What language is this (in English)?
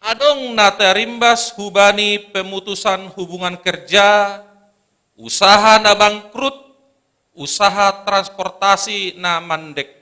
Batak Simalungun